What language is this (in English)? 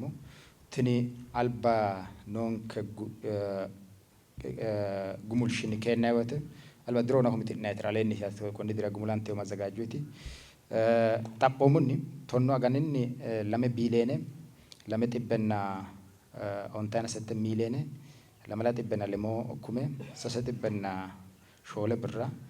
Sidamo